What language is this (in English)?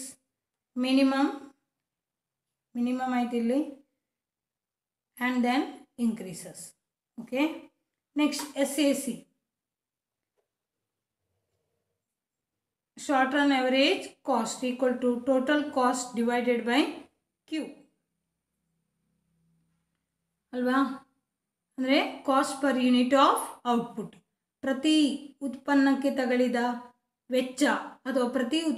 Kannada